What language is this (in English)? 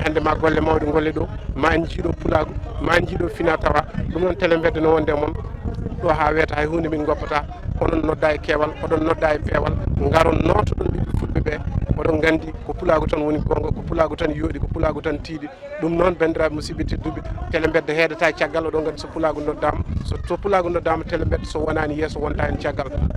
Fula